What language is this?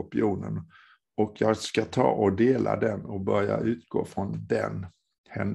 Swedish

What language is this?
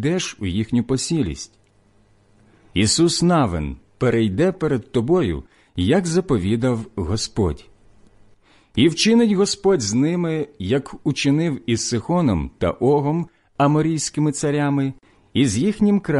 Ukrainian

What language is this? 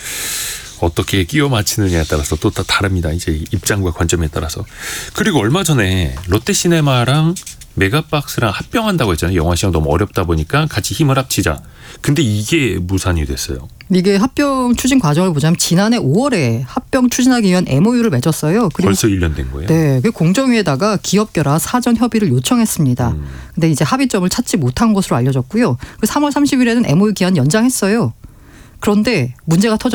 Korean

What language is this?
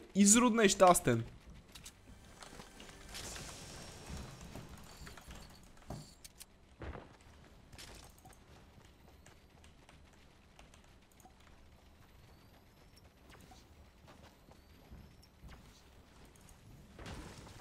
Bulgarian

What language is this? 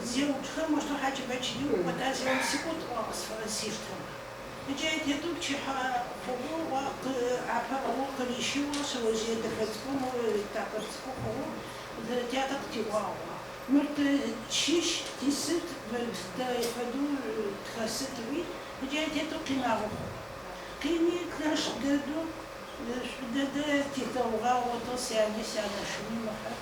Adyghe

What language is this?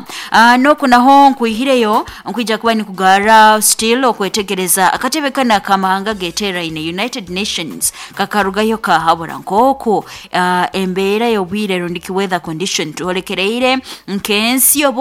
Nyoro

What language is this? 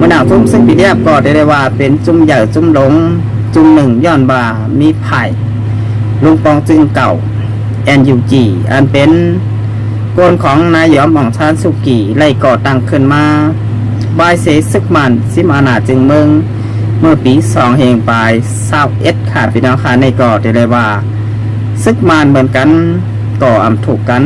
Shan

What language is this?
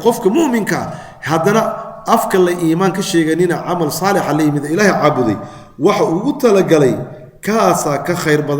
Somali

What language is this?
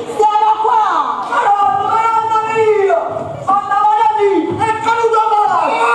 Neapolitan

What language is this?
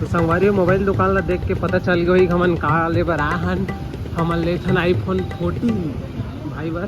Chhattisgarhi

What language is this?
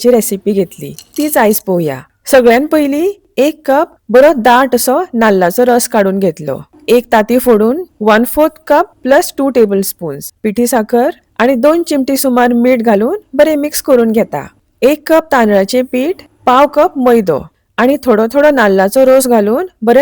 Konkani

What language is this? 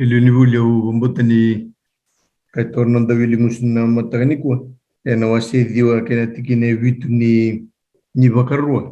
Fijian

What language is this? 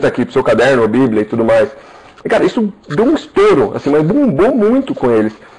Portuguese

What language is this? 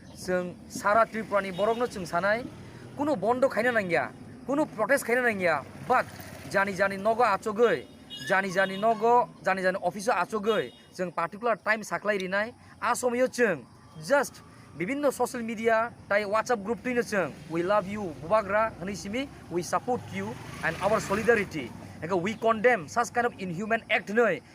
Kok Borok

